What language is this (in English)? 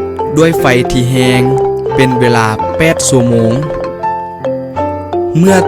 Lao